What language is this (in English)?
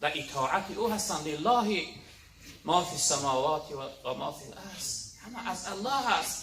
Tajik